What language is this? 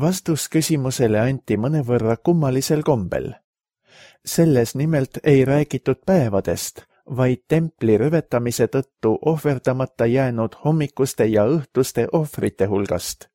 Estonian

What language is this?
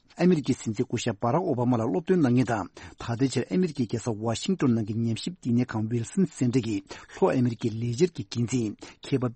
Tibetan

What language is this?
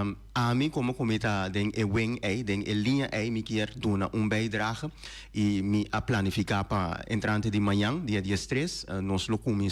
Papiamento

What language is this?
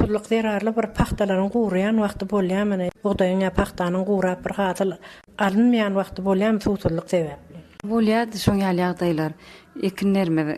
Turkmen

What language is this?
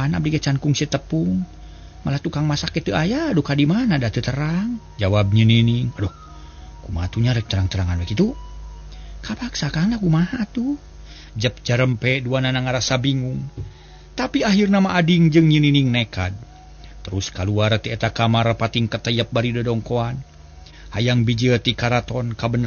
Sundanese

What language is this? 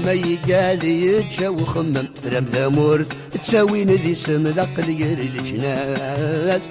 Kabyle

